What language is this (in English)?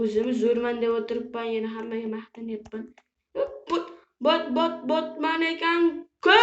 Uzbek